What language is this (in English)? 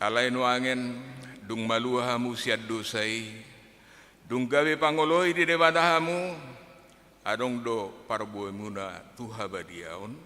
Batak Toba